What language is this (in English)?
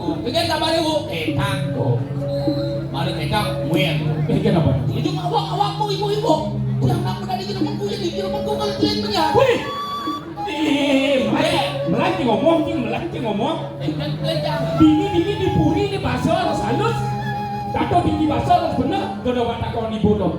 Balinese